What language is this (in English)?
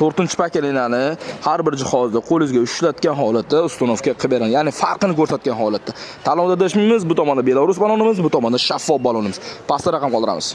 Uzbek